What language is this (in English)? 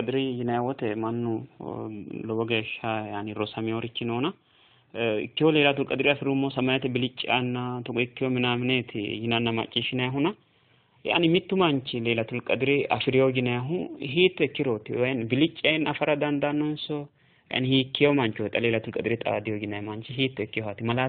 Sidamo